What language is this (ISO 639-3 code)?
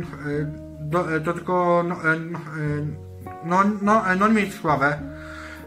pol